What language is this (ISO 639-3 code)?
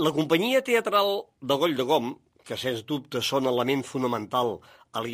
cat